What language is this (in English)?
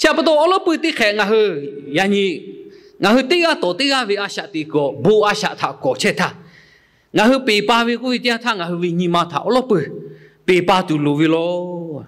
Lahu